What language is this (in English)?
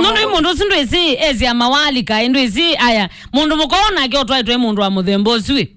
Kamba